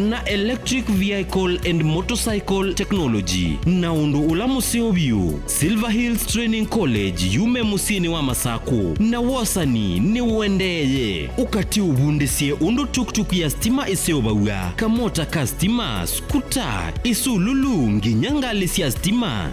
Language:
Kamba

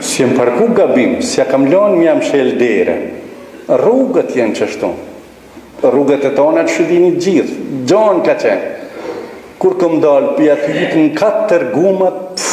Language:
Albanian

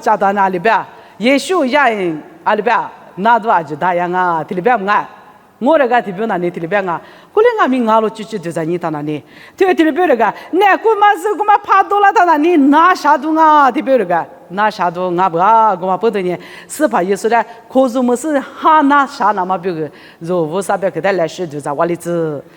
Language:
Lisu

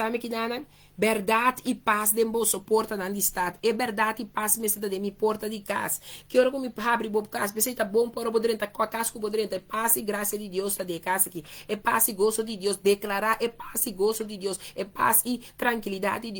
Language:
Papiamento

